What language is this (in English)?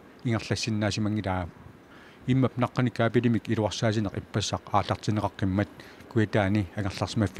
Kalaallisut